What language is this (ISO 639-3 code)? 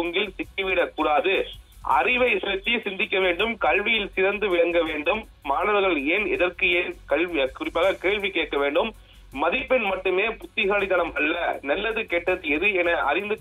tam